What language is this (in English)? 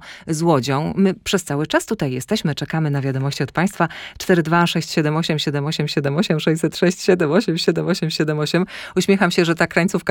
Polish